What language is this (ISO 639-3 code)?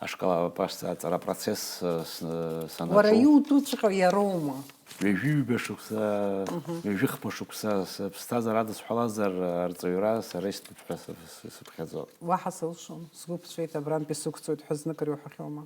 abk